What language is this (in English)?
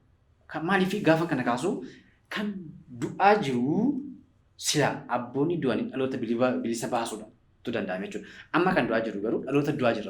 Oromo